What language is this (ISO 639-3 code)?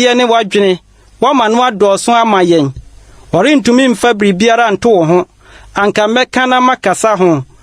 aka